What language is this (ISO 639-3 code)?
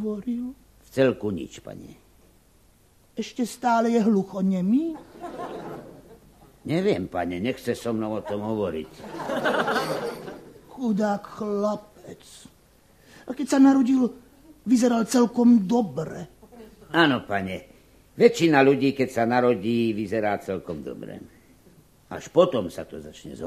slk